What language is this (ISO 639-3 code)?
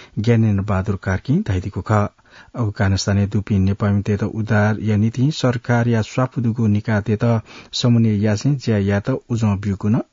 new